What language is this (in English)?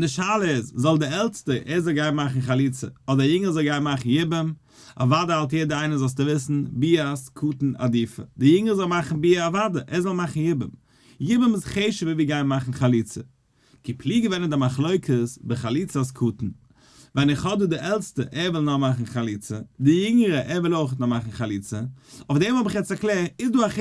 Yiddish